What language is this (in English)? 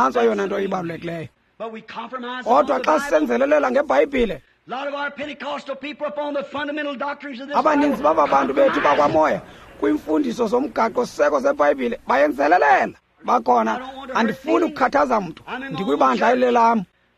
Xhosa